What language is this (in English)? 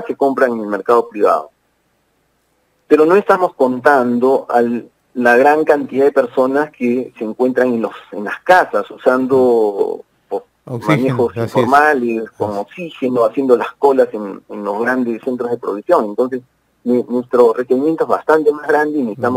Spanish